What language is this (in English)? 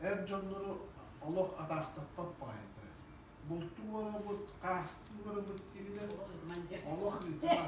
Yakut